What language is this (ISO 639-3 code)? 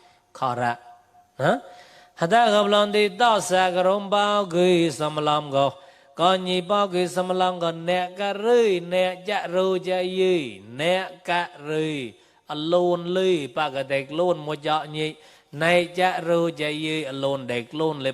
mnw